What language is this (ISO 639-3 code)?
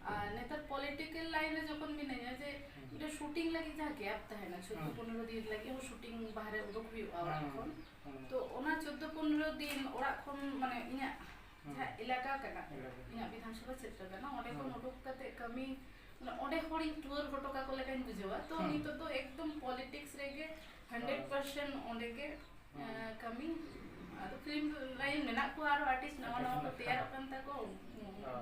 sat